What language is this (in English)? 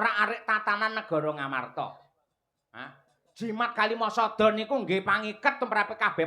Javanese